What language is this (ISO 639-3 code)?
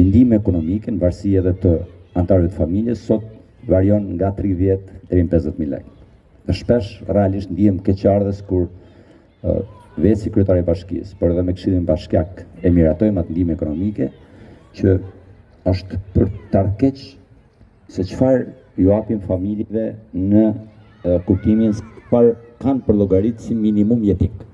sqi